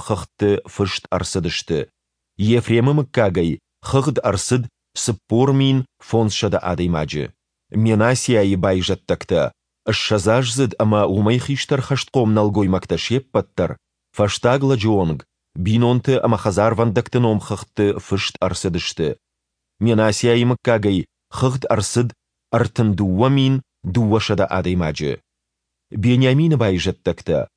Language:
Ossetic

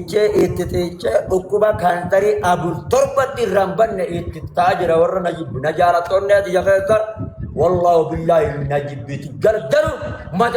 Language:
Oromo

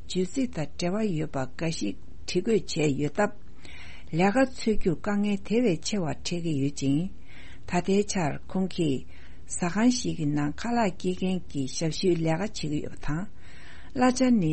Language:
Tibetan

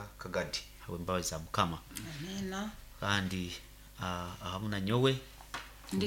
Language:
Nyoro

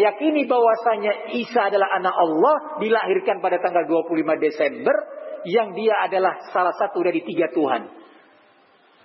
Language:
Indonesian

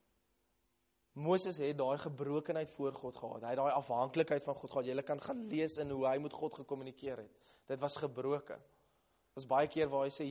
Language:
Afrikaans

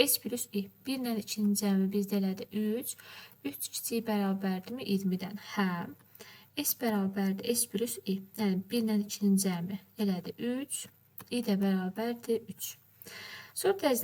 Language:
Azerbaijani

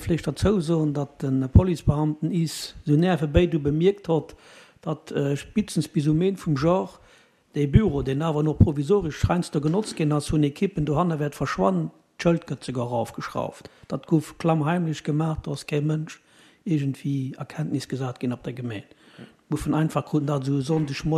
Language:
Luxembourgish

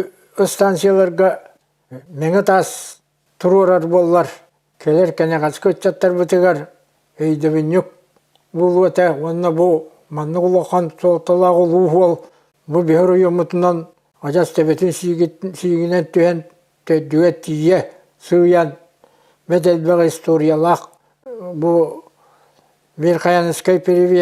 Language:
Yakut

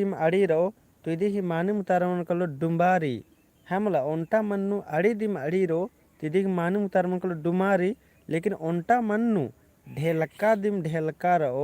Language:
Kurukh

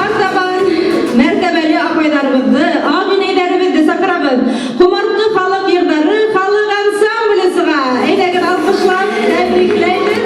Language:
Bashkir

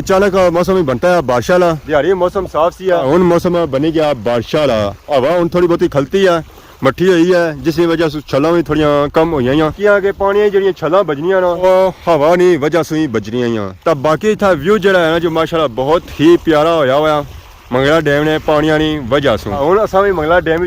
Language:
Pahari-Potwari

